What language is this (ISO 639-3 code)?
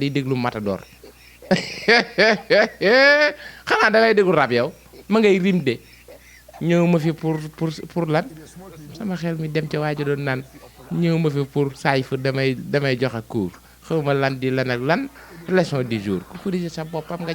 wol